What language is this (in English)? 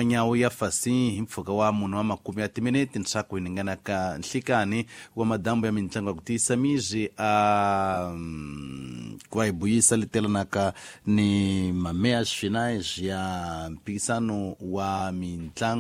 Tsonga